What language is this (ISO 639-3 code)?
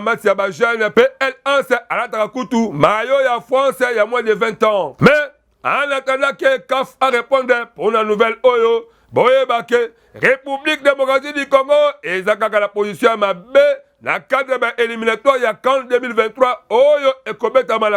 lin